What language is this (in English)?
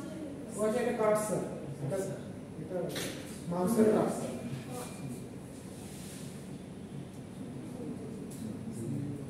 Bangla